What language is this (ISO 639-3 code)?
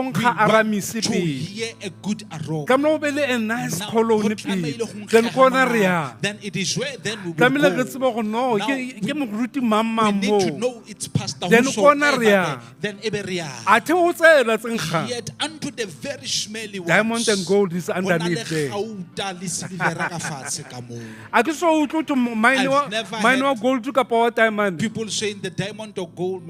sot